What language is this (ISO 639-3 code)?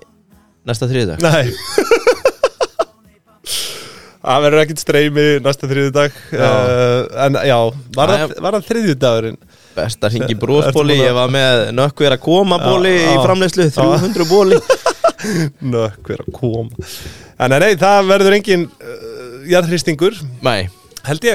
isl